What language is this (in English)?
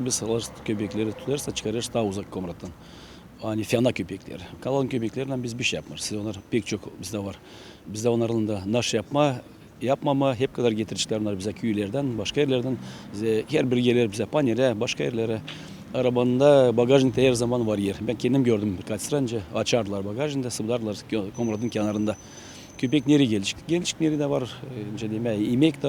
Gagauz